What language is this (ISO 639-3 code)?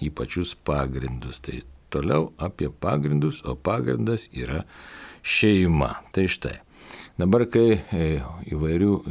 lit